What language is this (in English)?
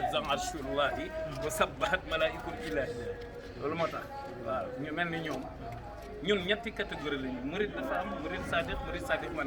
Wolof